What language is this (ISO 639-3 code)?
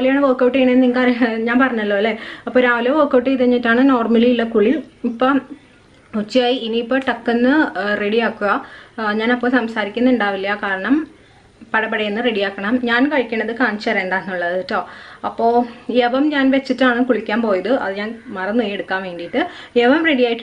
mal